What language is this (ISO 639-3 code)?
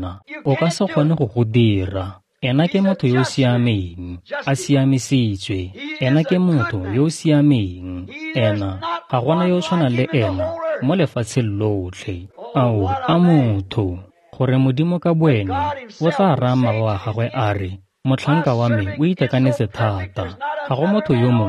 tsn